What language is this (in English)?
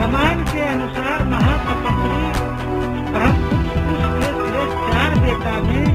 Magahi